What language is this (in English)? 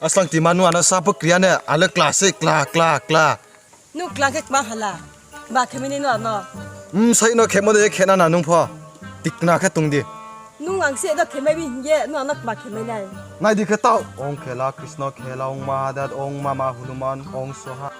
Riang (India)